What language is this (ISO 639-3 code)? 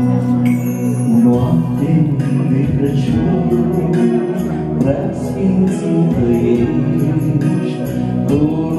ron